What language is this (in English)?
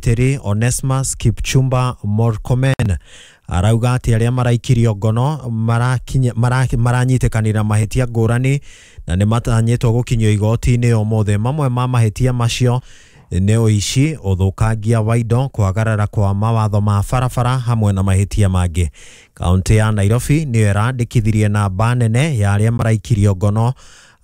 Kikuyu